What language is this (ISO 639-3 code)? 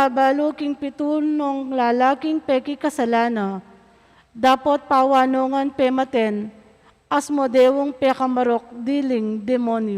pam